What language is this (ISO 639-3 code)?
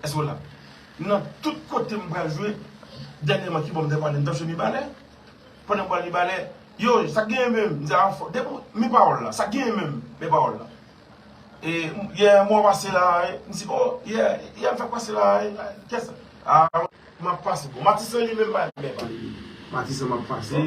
hat